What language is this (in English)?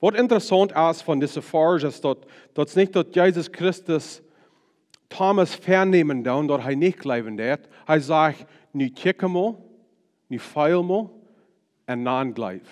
Plautdietsch